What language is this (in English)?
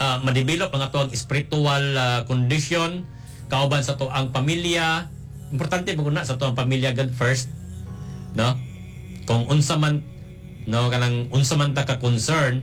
Cebuano